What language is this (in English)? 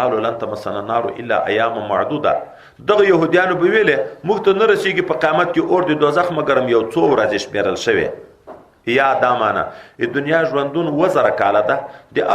Pashto